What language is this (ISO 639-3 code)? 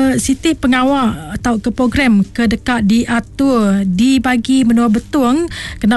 iba